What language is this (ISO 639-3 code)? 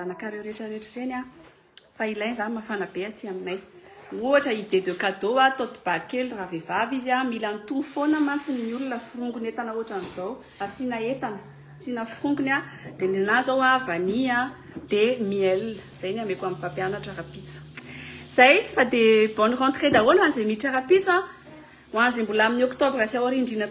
mlg